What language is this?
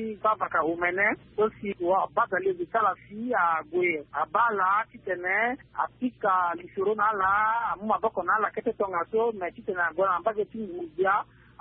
Sango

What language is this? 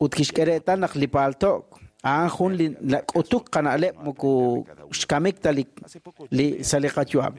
Kekchí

